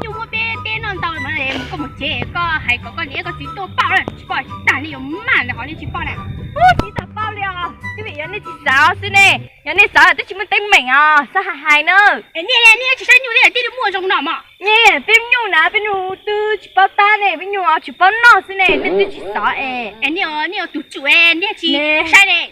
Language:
Hmong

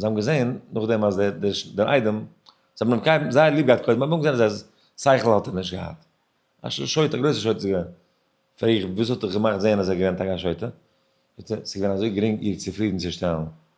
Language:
Yiddish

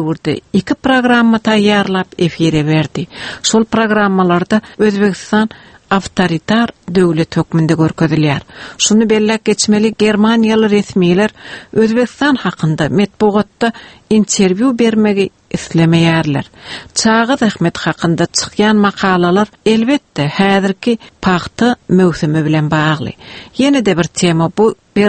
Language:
Turkmen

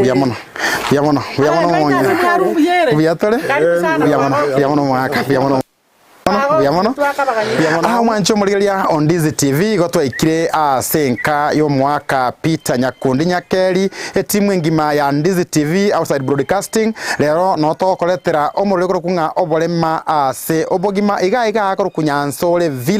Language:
Gusii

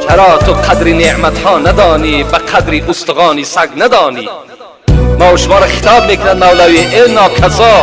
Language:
Tajik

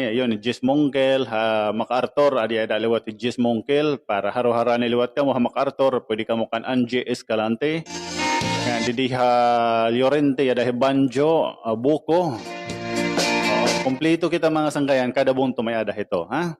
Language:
Waray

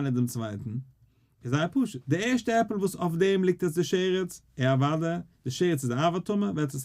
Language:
Yiddish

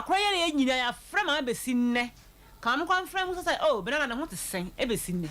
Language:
Akan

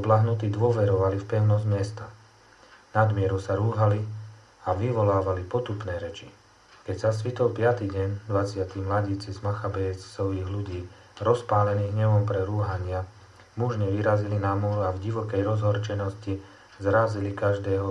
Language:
Slovak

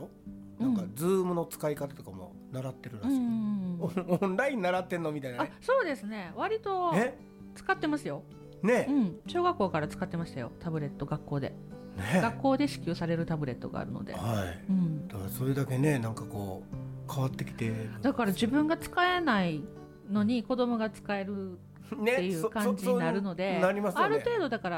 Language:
Japanese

